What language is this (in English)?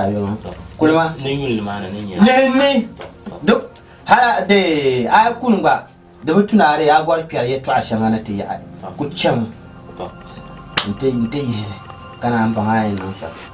Dagbani